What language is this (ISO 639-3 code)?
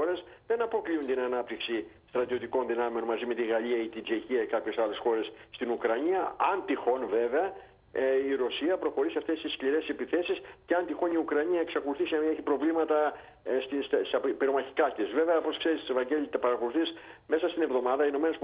ell